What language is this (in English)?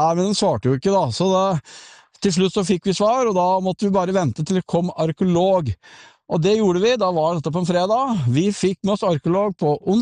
Norwegian